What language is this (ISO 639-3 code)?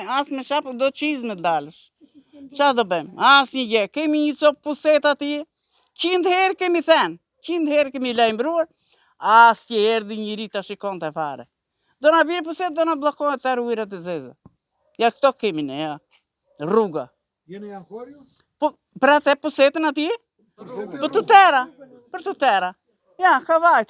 sqi